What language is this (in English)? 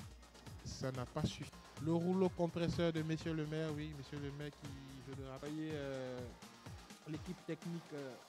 French